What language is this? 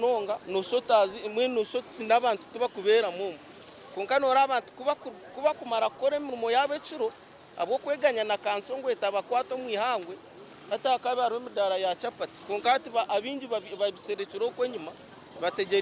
Nyankole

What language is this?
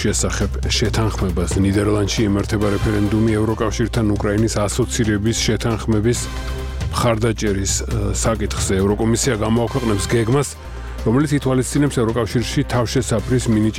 Georgian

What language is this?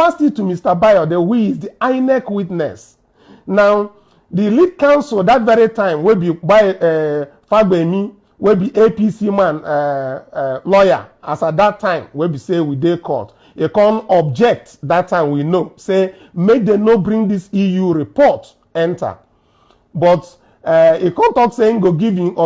Nigerian Pidgin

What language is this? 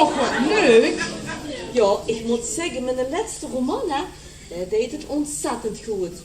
Limburgish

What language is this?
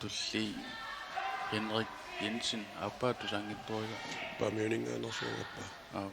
Kalaallisut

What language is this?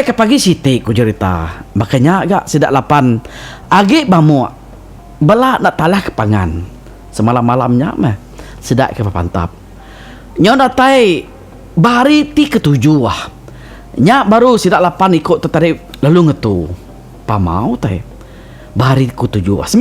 Iban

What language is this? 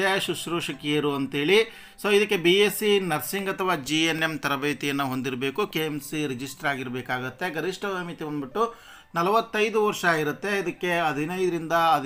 Kannada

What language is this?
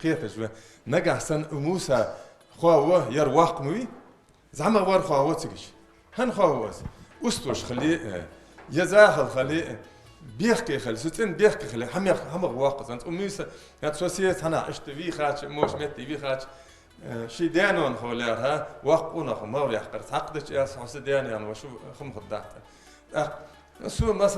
Ingush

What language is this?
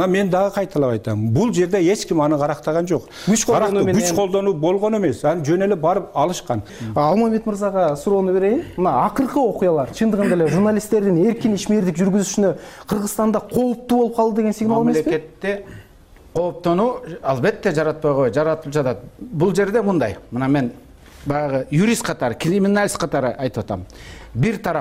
Kyrgyz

